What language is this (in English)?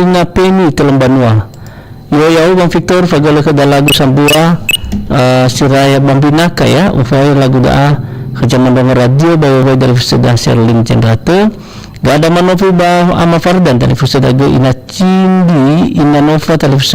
Nias